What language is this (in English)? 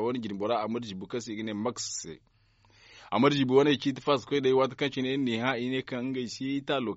Zarma